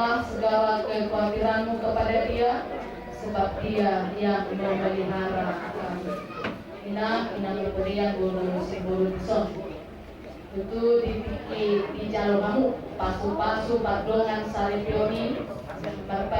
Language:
Batak Toba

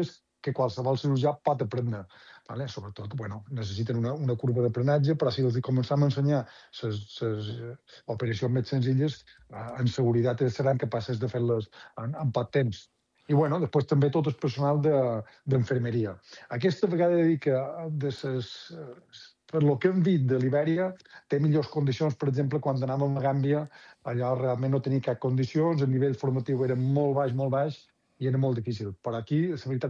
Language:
Catalan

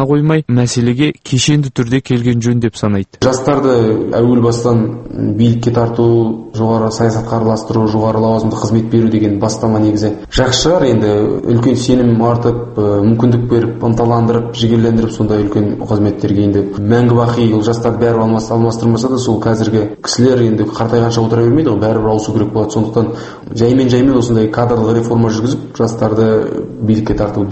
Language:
Kazakh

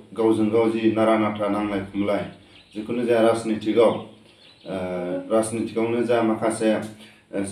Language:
Bodo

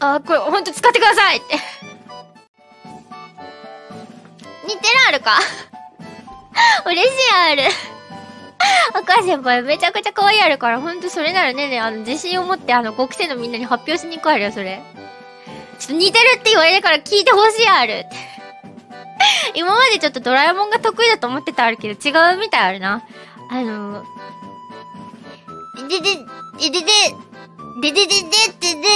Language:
Japanese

